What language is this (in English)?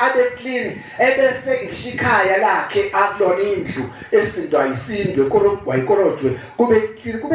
Zulu